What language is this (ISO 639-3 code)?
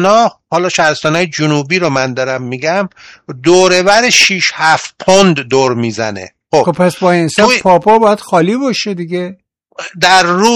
fas